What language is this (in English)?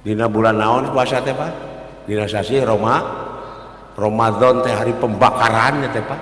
Sundanese